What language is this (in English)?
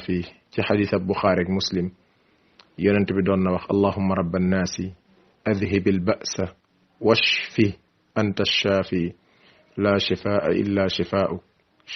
Wolof